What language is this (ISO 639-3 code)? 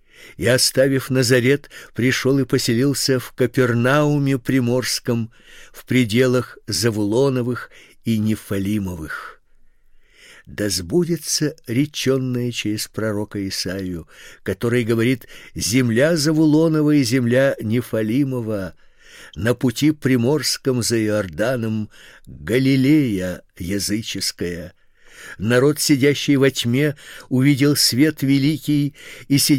rus